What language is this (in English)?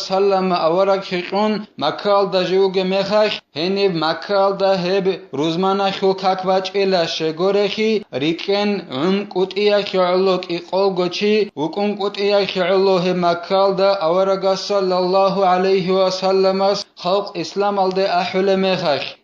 Avaric